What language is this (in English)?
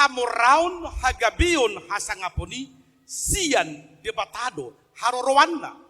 Batak Toba